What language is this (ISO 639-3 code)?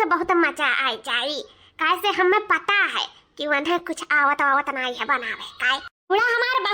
awa